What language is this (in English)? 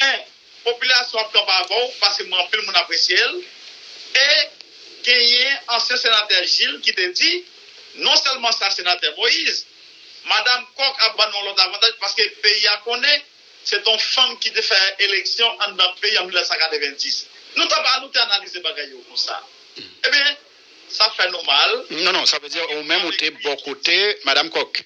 Haitian Creole